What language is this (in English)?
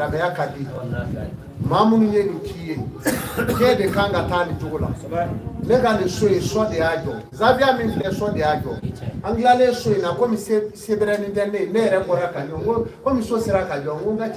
Bambara